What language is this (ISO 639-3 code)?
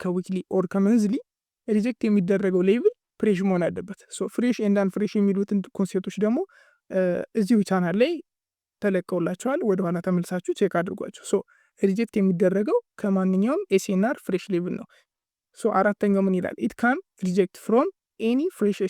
amh